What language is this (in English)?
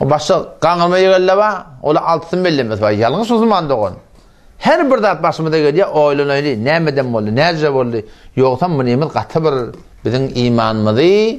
Turkmen